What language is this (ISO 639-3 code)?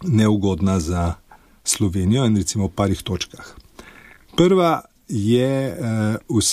slv